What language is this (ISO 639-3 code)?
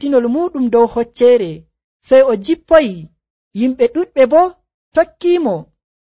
fuv